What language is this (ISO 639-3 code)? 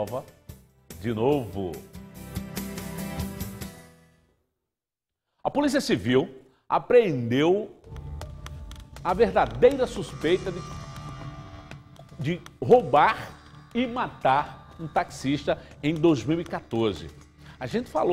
por